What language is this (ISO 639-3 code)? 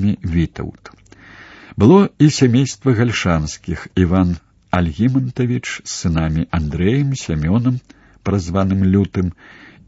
bel